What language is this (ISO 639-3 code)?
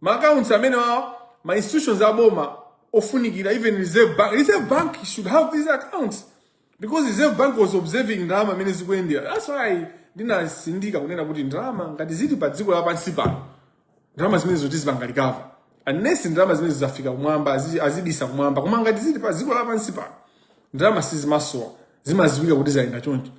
nya